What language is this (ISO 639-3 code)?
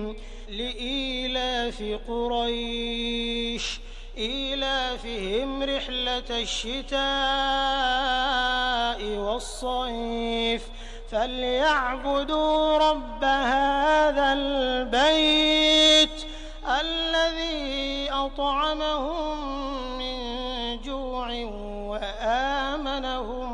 ara